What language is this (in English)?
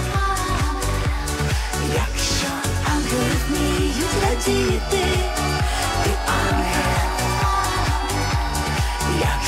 Ukrainian